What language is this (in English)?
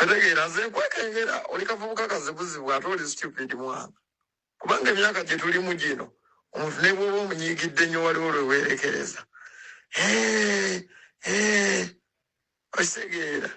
Ganda